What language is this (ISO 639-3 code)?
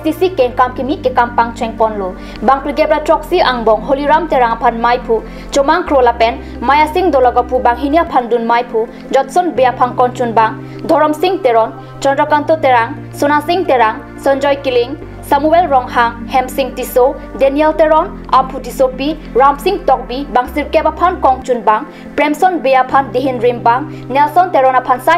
mjw